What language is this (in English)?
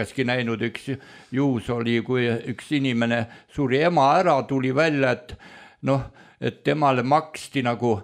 Estonian